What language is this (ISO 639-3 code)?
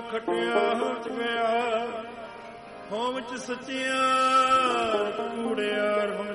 pan